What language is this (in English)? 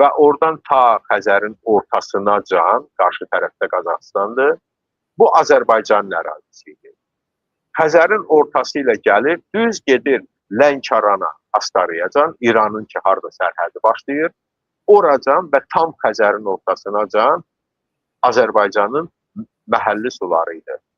Azerbaijani